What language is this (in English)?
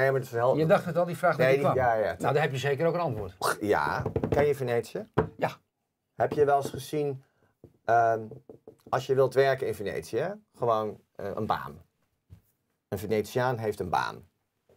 Dutch